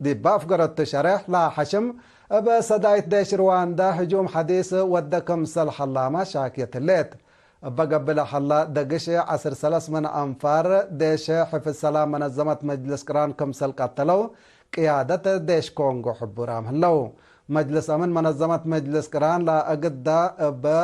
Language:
Tigre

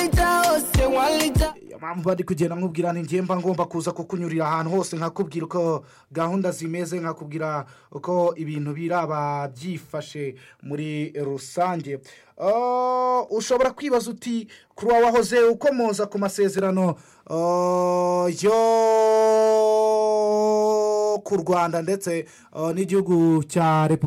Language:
Kinyarwanda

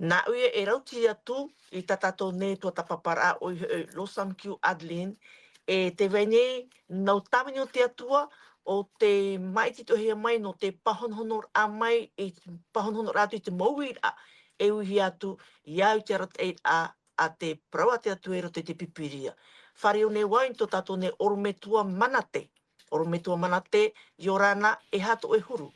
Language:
Tahitian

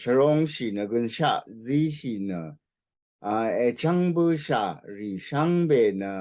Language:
Rawang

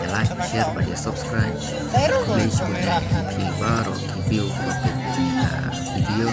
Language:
Khasi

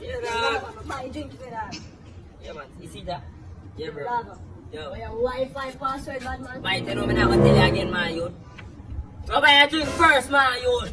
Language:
Jamaican Creole English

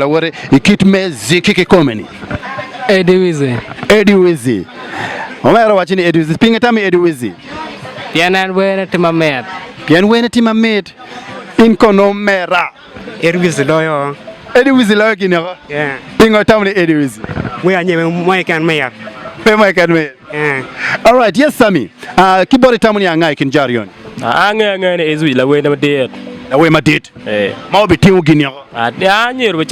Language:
Acoli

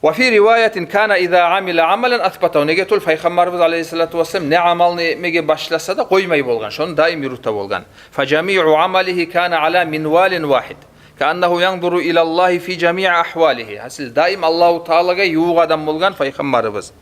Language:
Kumyk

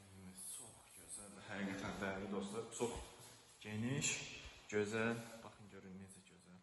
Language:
Azerbaijani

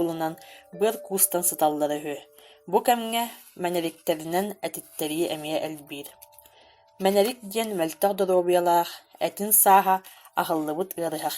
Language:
Yakut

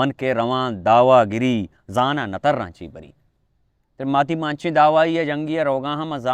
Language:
Baluchi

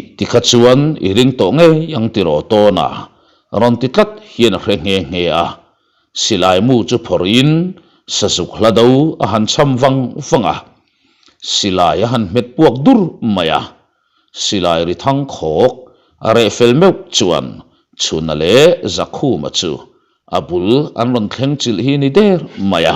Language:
Mizo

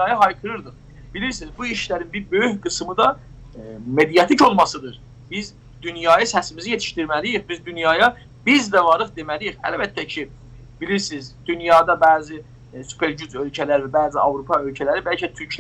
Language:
South Azerbaijani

